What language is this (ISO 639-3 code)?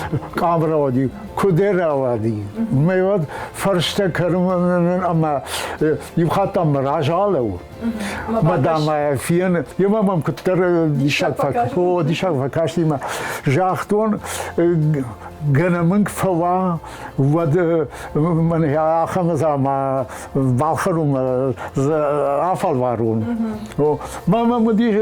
oss